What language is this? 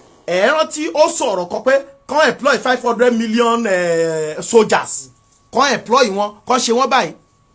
Yoruba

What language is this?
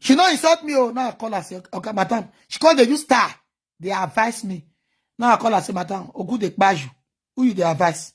Nigerian Pidgin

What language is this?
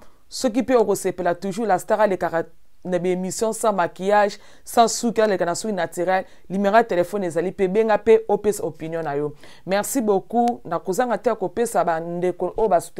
Lingala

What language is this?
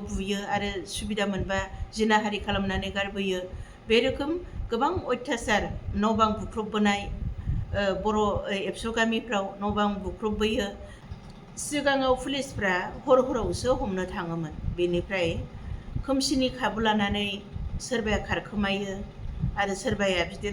Bodo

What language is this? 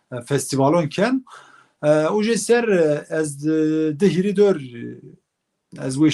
Zaza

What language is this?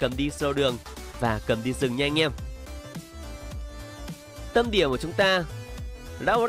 Vietnamese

